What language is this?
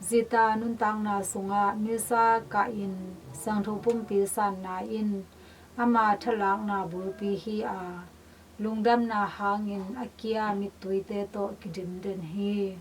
Tedim Chin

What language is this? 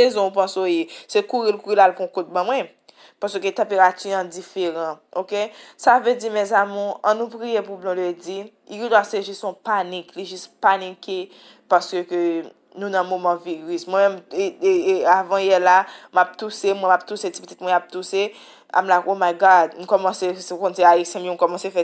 Haitian Creole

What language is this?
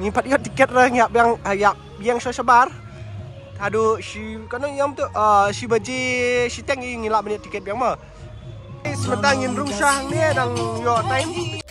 Khasi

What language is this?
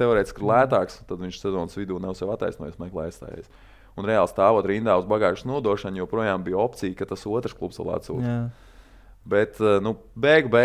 Latvian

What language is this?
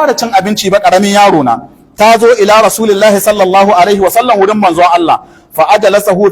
Hausa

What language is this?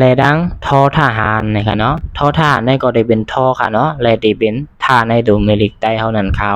Shan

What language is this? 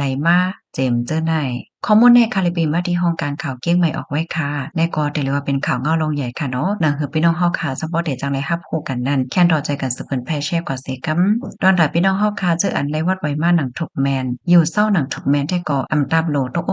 Shan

